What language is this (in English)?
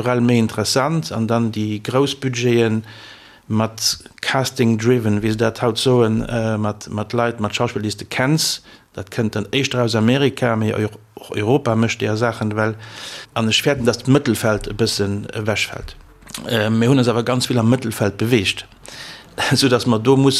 Luxembourgish